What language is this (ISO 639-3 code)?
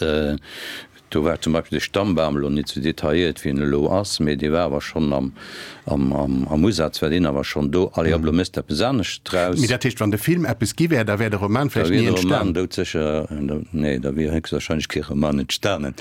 ltz